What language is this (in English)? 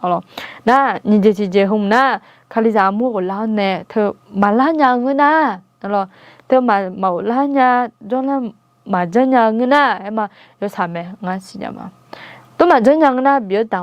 Akha